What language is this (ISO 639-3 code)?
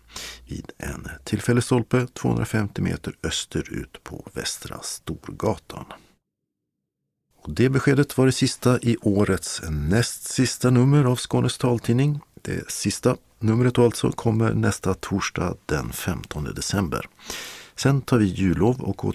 swe